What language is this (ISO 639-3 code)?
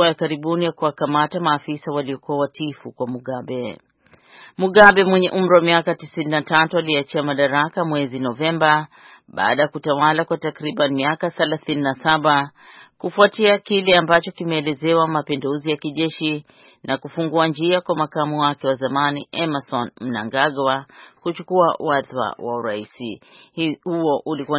swa